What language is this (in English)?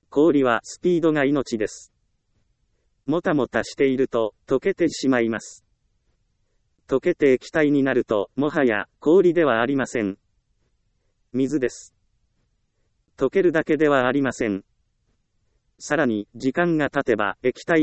Japanese